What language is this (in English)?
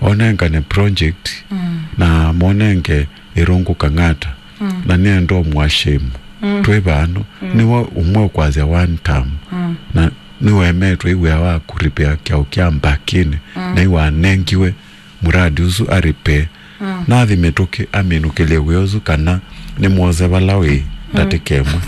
Kamba